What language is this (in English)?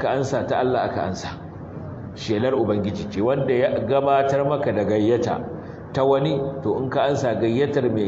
Hausa